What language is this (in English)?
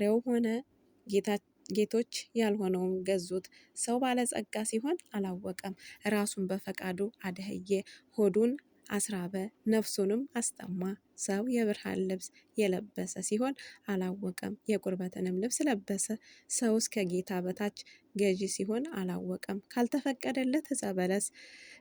Amharic